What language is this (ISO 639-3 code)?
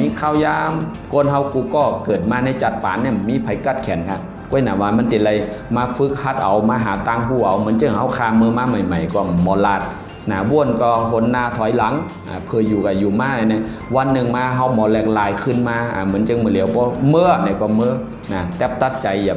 shn